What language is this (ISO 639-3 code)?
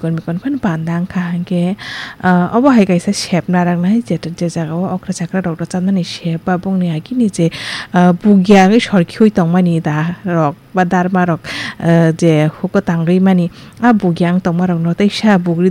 trp